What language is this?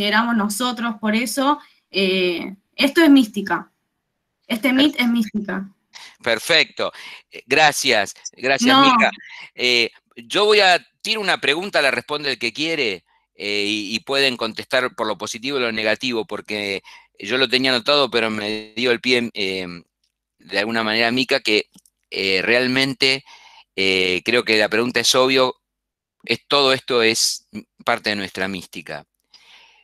Spanish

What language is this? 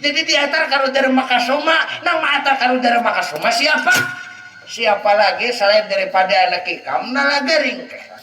Banjar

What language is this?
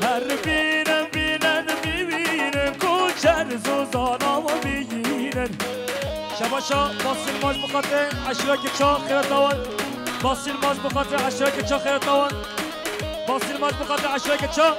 Kurdish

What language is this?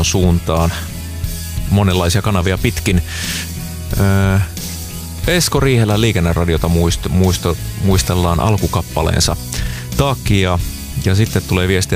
Finnish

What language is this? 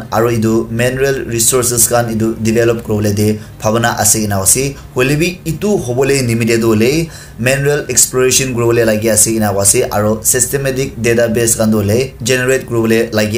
Naga Pidgin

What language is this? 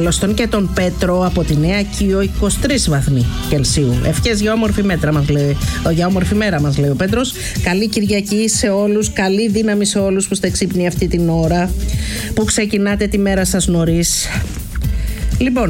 Greek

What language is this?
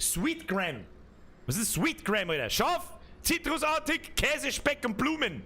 Bavarian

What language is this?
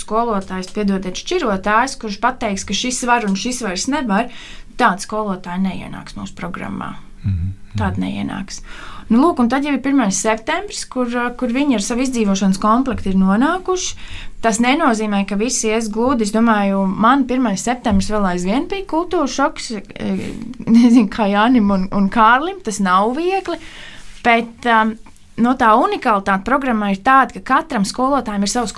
Latvian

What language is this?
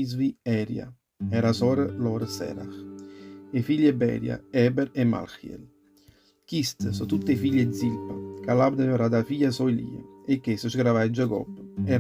Neapolitan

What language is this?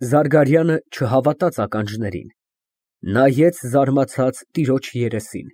Armenian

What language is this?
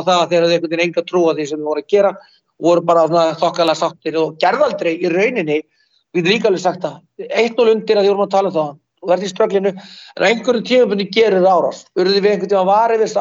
Icelandic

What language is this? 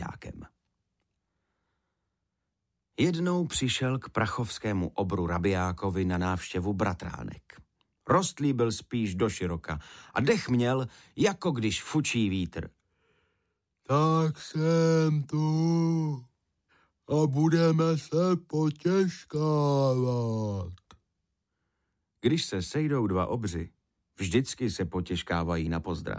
Czech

